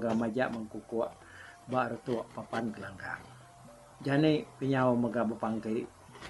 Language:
Iban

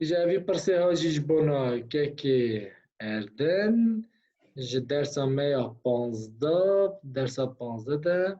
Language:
Kurdish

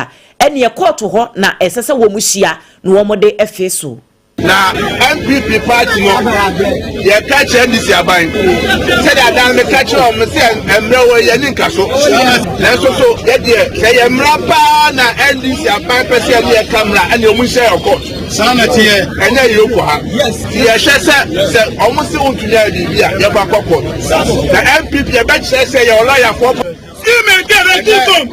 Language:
Akan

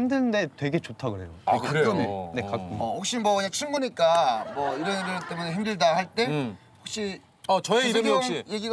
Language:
Korean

